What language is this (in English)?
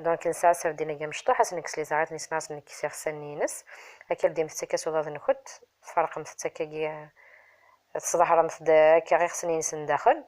Kabyle